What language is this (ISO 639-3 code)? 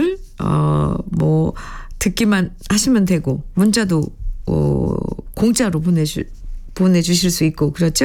kor